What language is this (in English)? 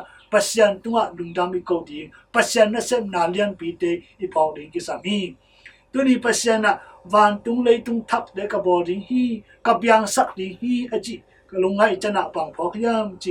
Tedim Chin